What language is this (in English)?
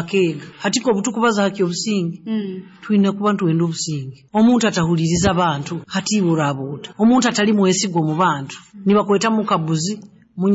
Nyoro